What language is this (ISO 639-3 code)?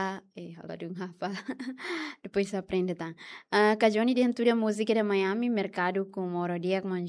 tet